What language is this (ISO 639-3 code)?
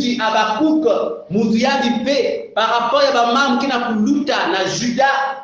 kon